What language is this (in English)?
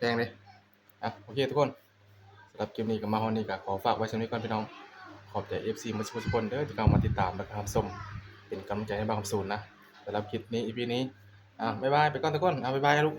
Northeastern Thai